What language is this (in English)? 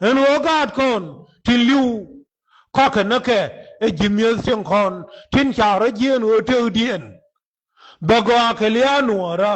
Nuer